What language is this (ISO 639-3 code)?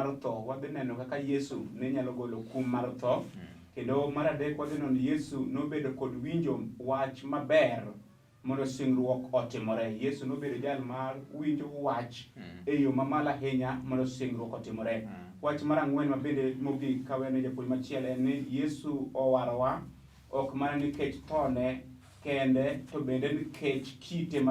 luo